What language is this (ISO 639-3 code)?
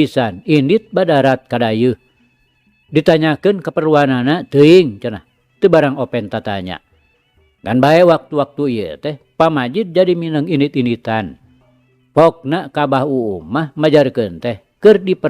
sun